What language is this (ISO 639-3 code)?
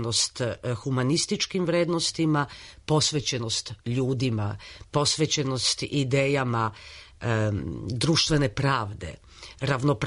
srp